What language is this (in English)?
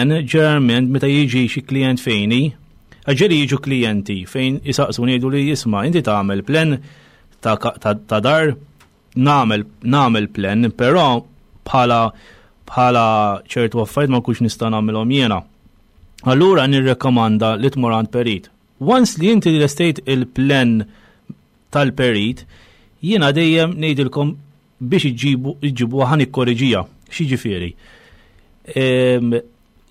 Maltese